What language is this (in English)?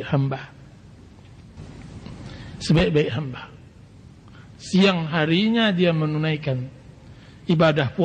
Indonesian